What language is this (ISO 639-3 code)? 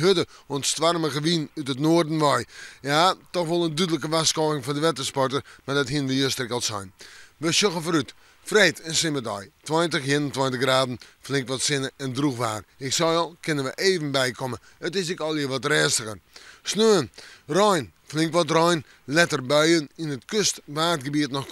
fry